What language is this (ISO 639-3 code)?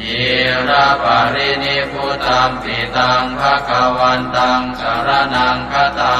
pli